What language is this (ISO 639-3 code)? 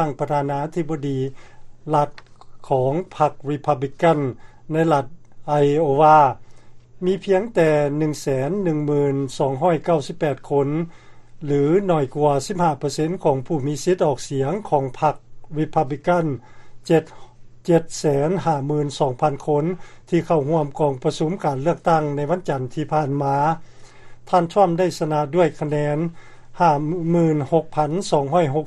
lao